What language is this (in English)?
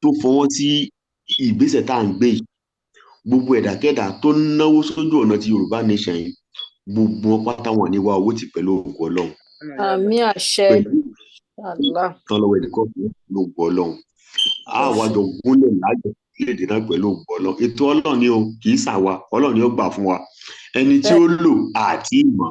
Yoruba